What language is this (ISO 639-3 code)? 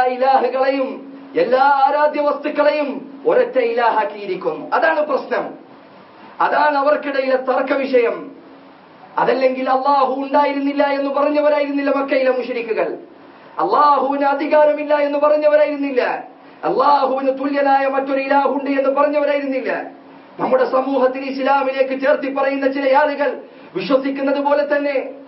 mal